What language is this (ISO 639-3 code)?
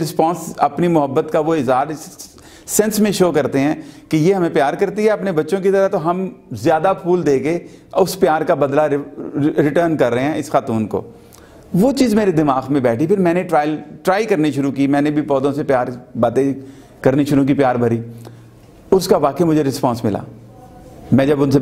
urd